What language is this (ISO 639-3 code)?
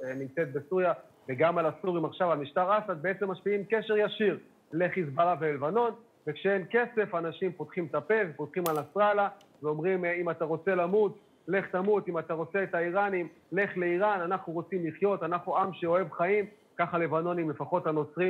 heb